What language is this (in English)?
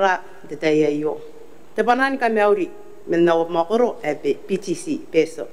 Gilbertese